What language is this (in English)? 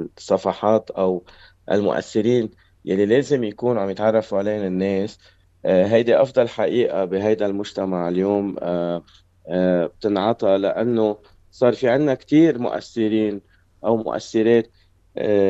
North Levantine Arabic